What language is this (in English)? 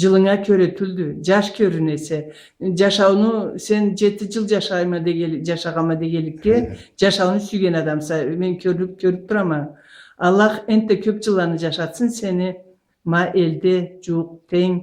Karachay-Balkar